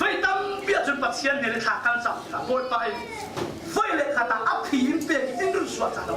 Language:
Falam Chin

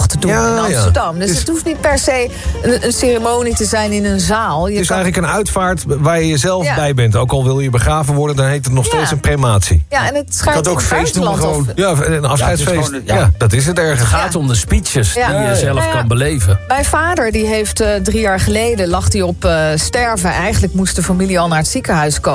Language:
Dutch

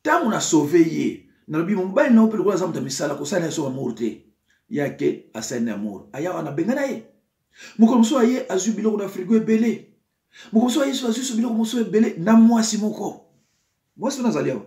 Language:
Lingala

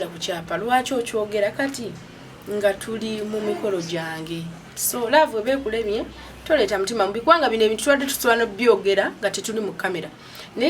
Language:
Ganda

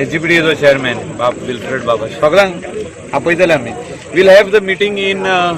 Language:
Konkani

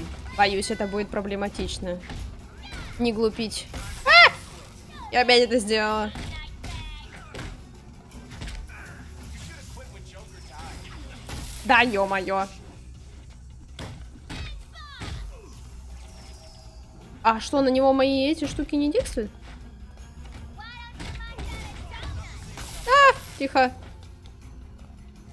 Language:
Russian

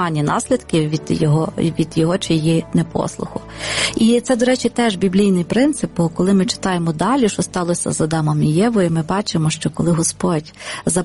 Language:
Ukrainian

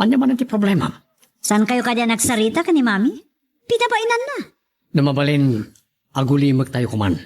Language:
Iloko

